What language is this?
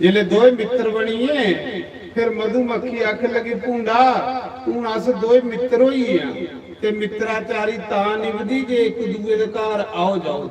Dogri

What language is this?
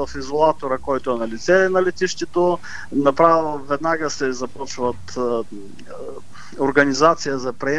Bulgarian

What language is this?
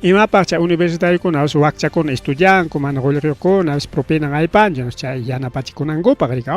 Ayacucho Quechua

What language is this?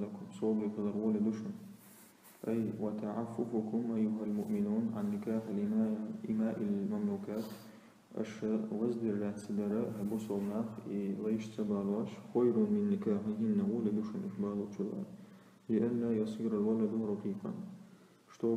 Chechen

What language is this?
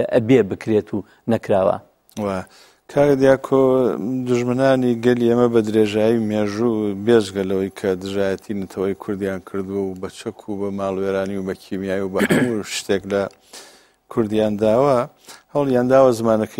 Central Kurdish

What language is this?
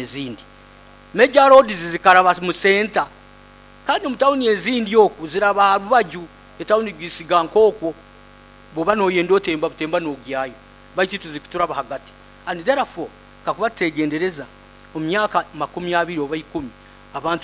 Nyoro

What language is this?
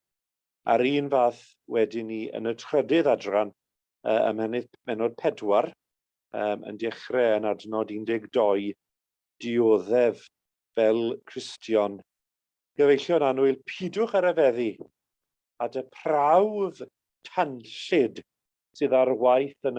Welsh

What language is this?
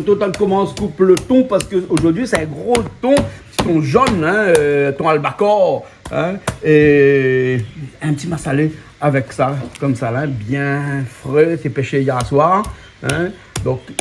Réunion Creole French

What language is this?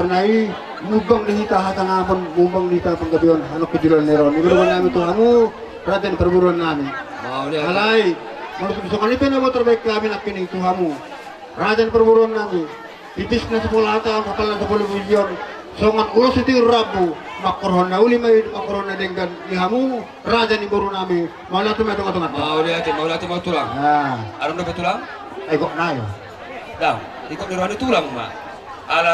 Batak Toba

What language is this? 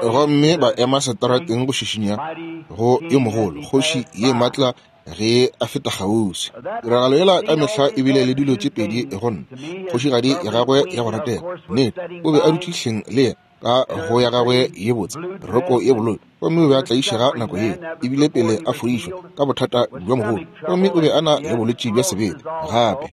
Northern Sotho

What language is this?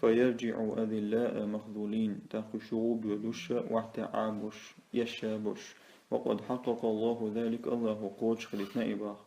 Chechen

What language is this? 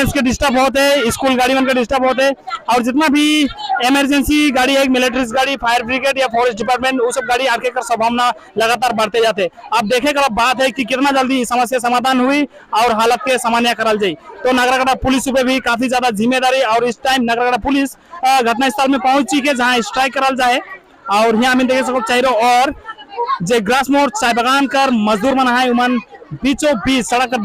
Sadri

